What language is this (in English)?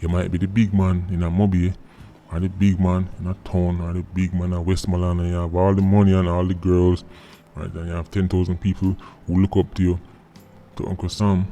Jamaican Creole English